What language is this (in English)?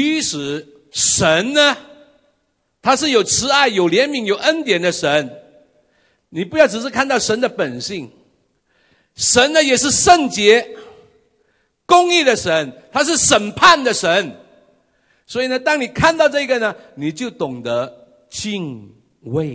Chinese